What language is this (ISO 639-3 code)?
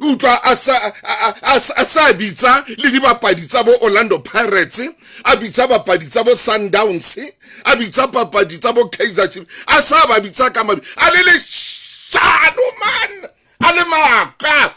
sot